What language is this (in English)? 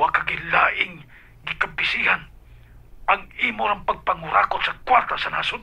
Cebuano